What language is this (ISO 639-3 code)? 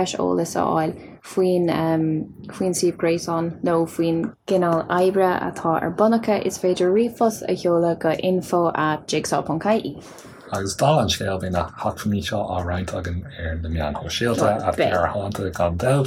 gle